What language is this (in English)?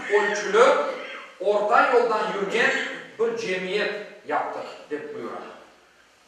Crimean Tatar